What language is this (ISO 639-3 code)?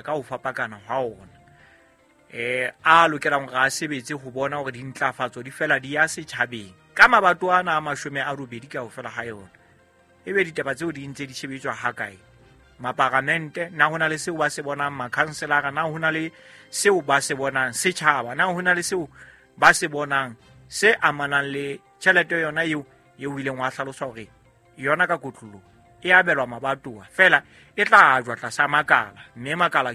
sot